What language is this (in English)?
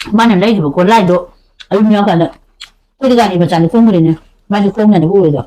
Manipuri